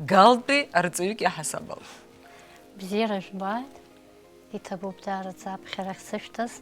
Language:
Abkhazian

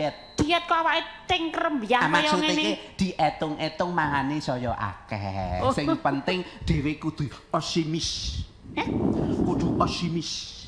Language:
Javanese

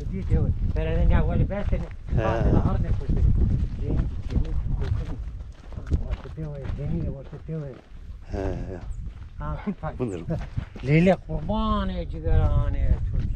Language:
Zaza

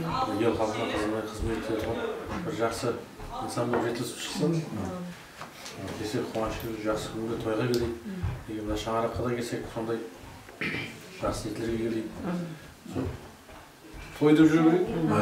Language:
Kazakh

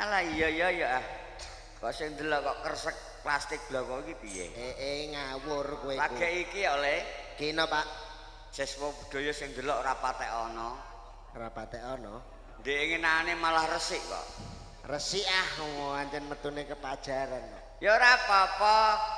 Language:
Javanese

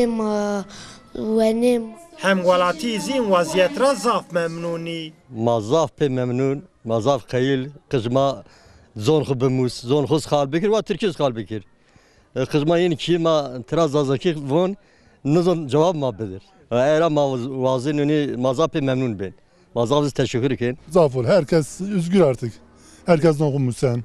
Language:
Zaza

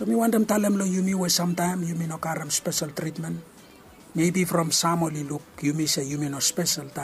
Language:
Bislama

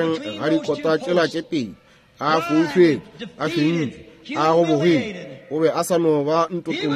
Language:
Northern Sotho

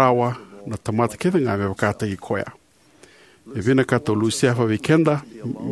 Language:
Fijian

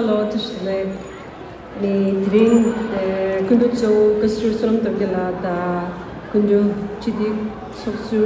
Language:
Tibetan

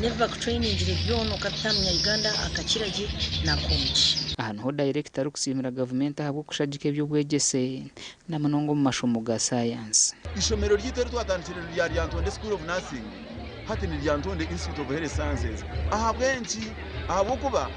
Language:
Nyankole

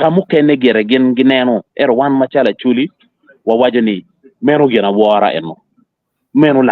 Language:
Acoli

